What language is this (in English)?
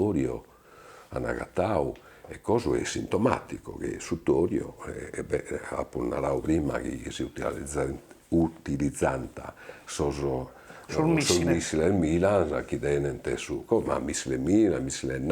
Sardinian